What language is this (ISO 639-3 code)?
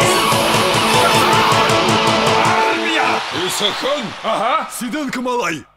kaz